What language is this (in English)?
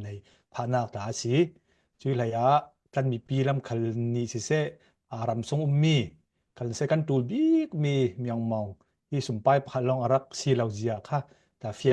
Falam Chin